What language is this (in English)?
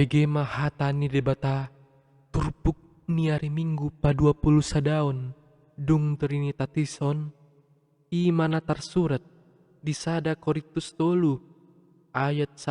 Batak Toba